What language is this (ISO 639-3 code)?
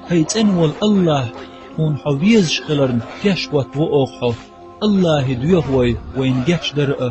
che